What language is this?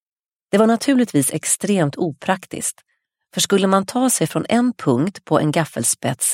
Swedish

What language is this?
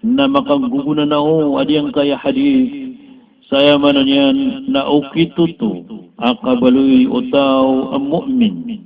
Maranao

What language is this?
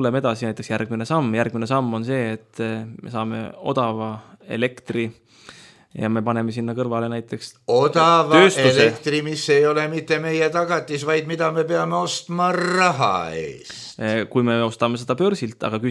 Estonian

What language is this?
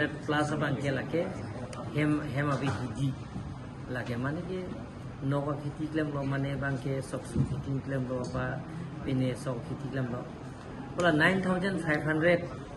Karbi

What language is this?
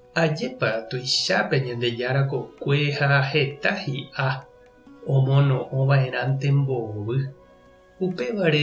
Guarani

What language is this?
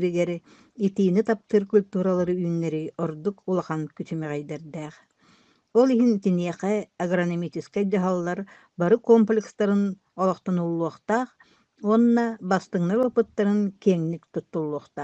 Yakut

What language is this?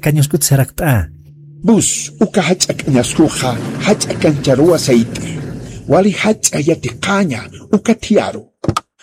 Aymara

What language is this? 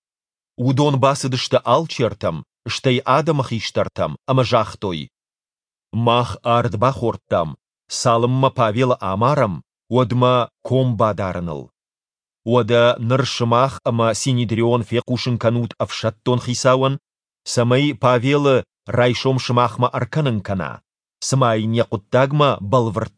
Ossetic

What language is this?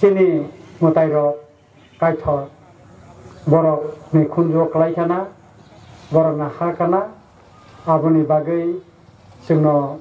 Kok Borok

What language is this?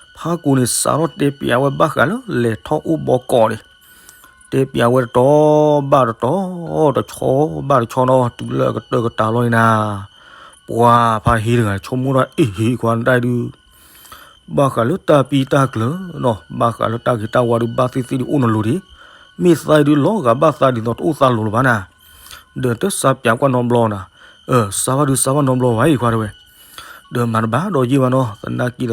S'gaw Karen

